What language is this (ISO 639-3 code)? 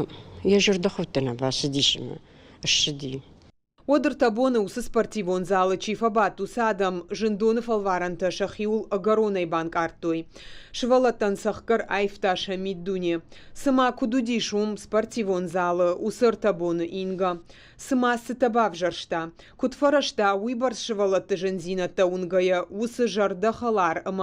oss